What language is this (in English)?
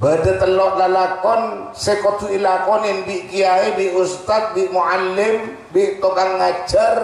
Madurese